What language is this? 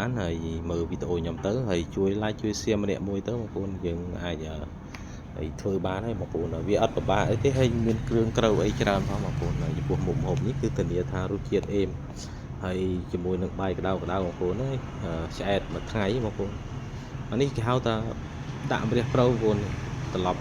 Khmer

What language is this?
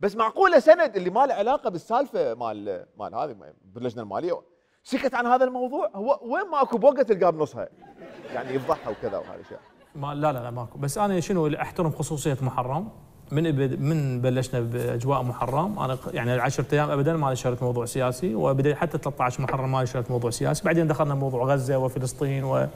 Mesopotamian Arabic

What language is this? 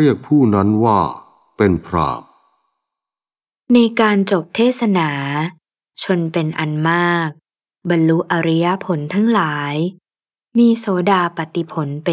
Thai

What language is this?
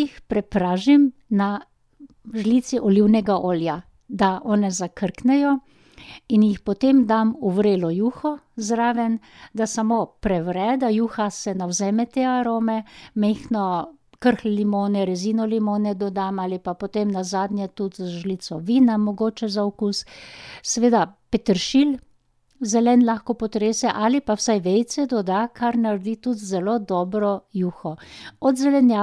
Slovenian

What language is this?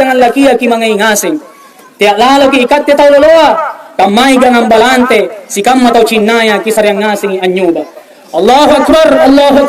Makasar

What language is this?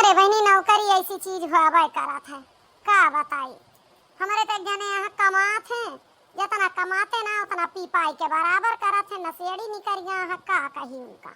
Awadhi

